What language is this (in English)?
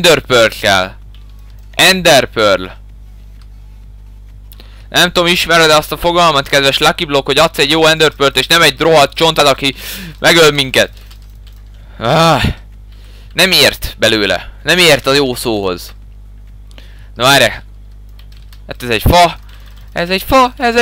Hungarian